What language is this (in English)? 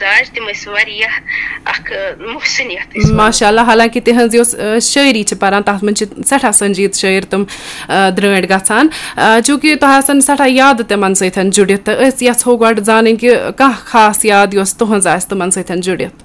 Kashmiri